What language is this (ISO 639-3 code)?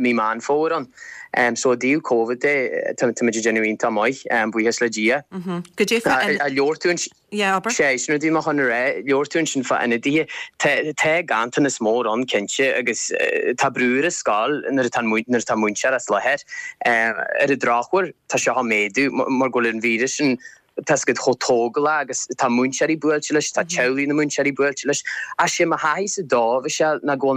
gle